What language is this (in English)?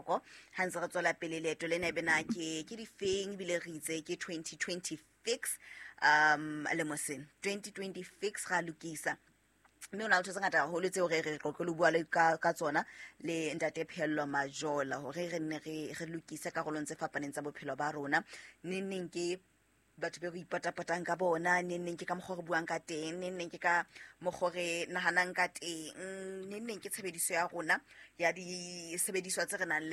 Southern Sotho